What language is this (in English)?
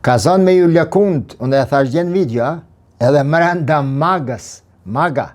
Albanian